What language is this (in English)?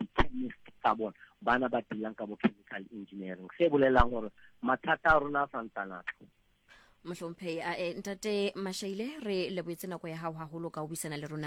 Southern Sotho